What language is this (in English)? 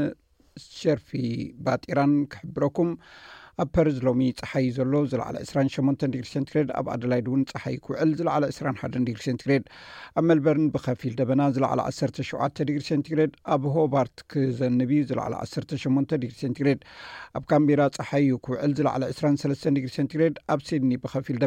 Tigrinya